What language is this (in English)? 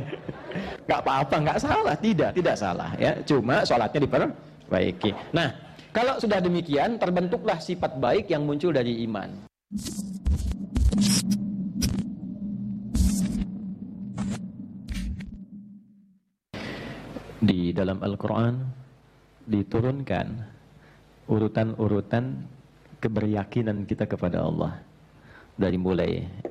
Indonesian